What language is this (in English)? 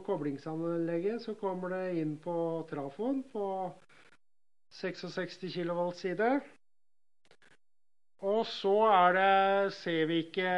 Norwegian